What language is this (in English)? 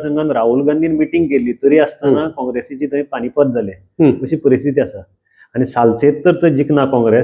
Konkani